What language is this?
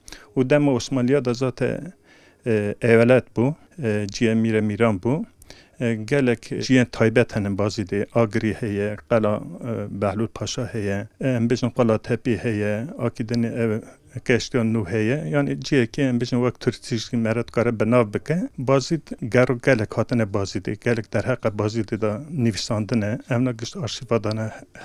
Kurdish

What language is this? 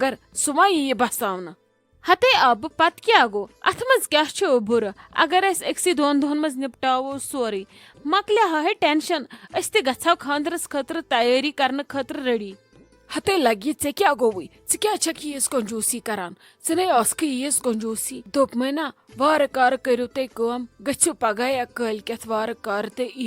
Kashmiri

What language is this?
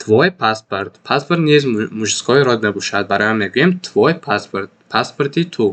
Tajik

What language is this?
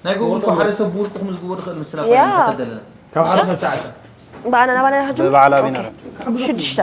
Tigrinya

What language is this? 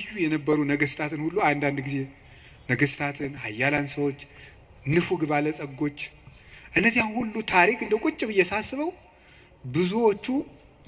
Amharic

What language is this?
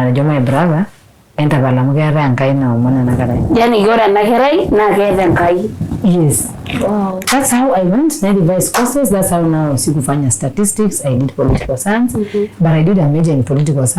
Masai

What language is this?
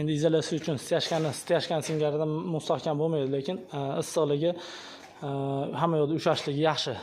Uzbek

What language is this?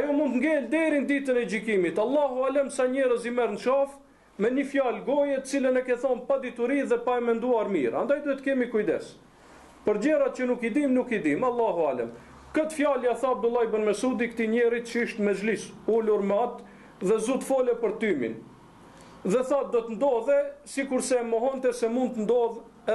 Albanian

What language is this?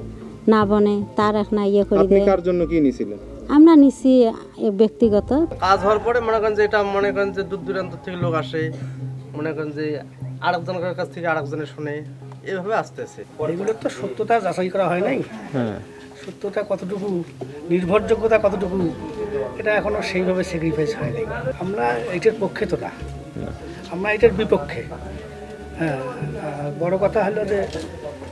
Bangla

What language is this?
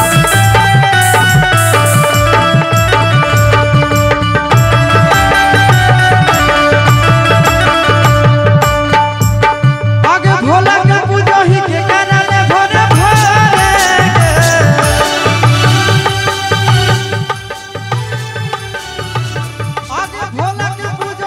Bhojpuri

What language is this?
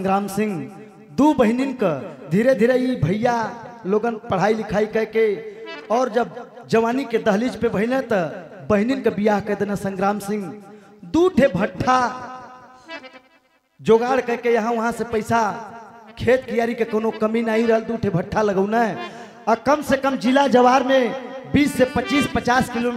Bhojpuri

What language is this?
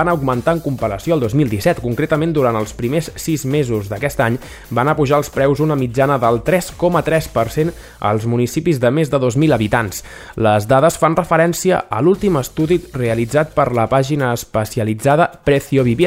Catalan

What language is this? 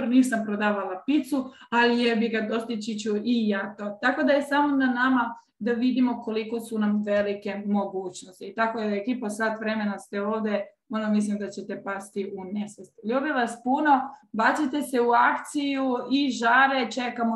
Croatian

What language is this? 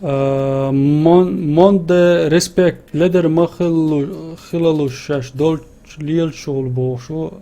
Chechen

